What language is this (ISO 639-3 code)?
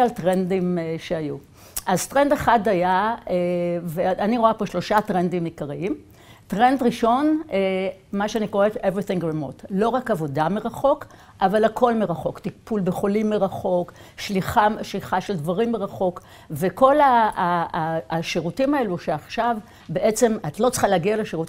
heb